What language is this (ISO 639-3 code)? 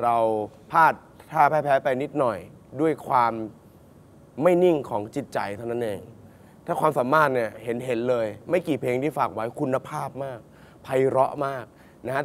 tha